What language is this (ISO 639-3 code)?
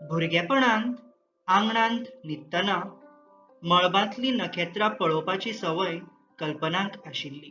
kok